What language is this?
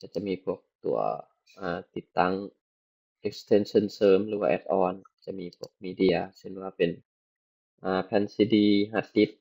Lao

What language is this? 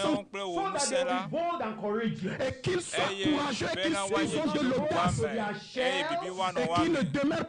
Ewe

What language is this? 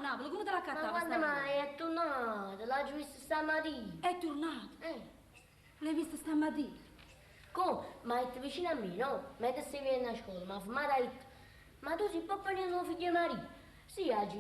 Neapolitan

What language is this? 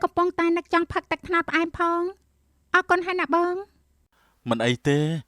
Khmer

